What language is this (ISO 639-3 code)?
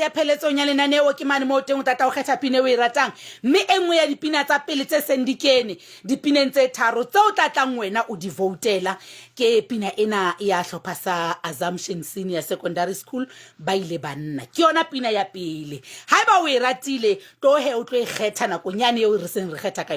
sot